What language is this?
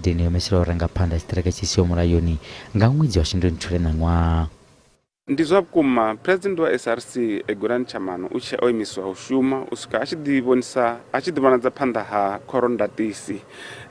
Venda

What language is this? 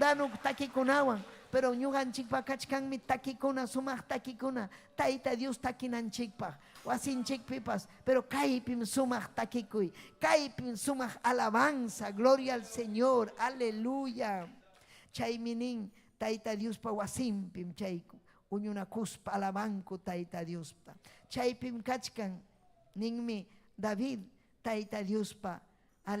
Ayacucho Quechua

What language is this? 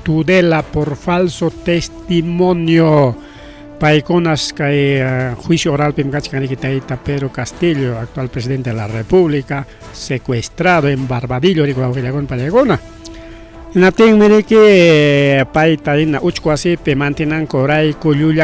Ayacucho Quechua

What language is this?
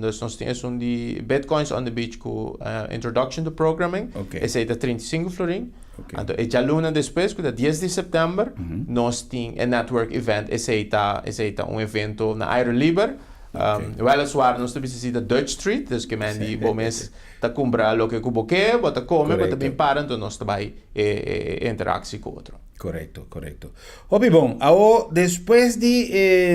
Papiamento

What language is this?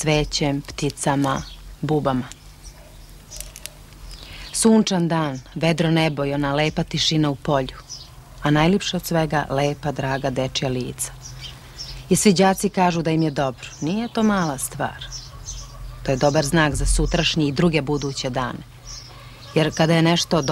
Serbian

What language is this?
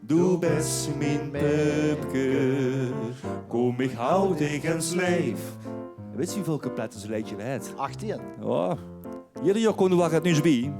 Limburgish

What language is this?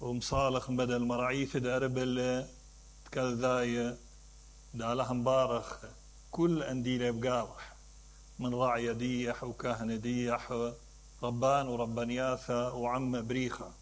Mesopotamian Arabic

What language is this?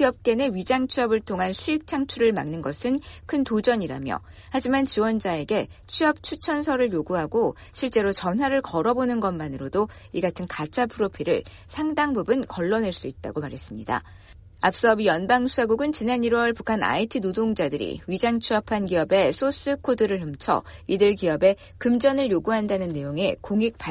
Korean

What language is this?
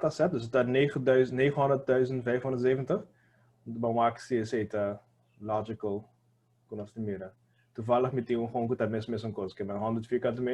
Papiamento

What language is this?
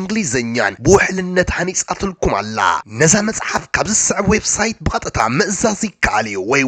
Tigrinya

